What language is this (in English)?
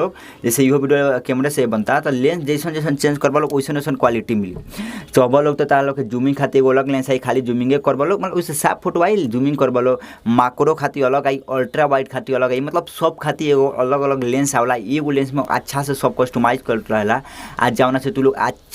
Bhojpuri